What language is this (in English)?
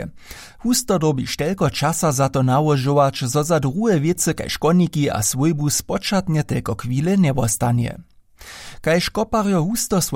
Upper Sorbian